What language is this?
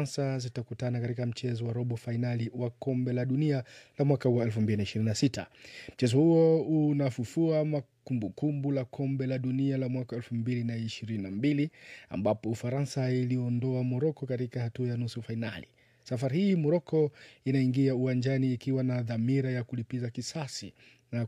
Swahili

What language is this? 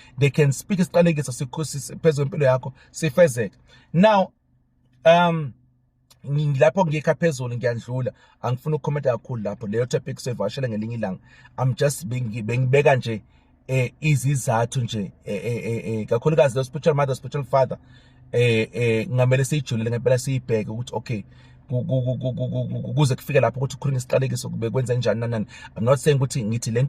Zulu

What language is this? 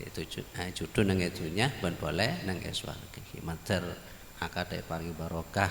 Madurese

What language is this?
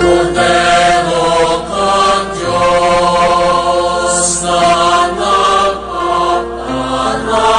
Bikol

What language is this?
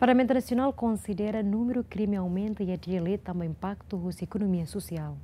Tetum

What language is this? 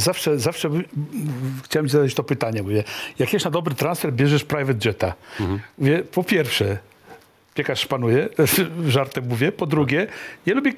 Polish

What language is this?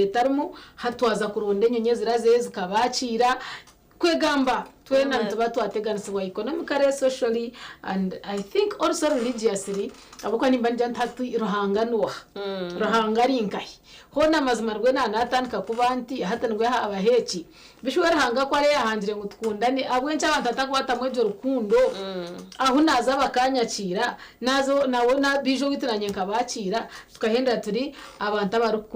Nyankole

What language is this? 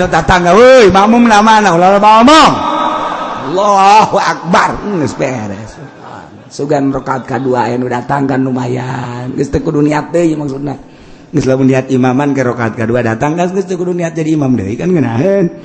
Sundanese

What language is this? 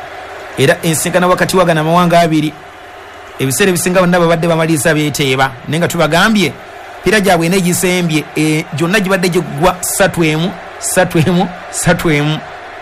Ganda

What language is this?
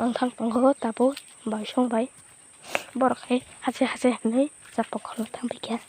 Kok Borok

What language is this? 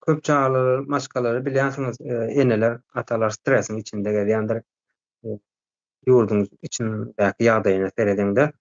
Turkmen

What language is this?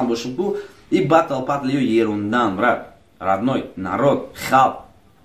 Tajik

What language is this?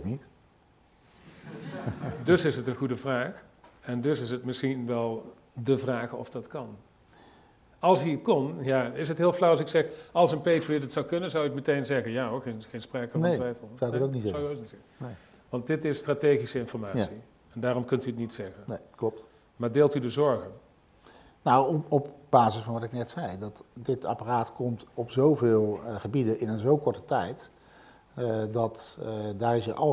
Dutch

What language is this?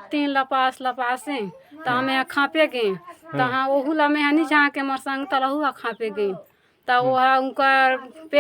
Chhattisgarhi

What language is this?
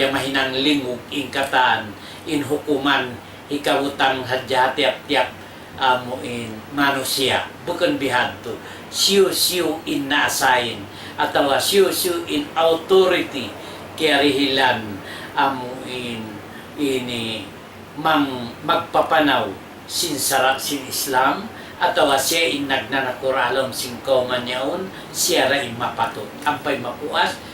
Tausug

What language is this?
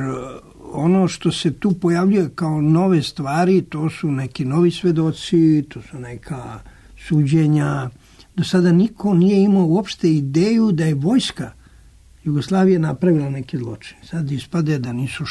Serbian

